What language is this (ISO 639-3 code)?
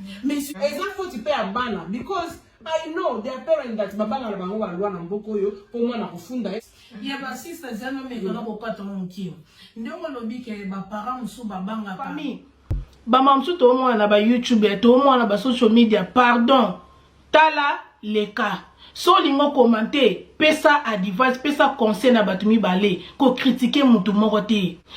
lin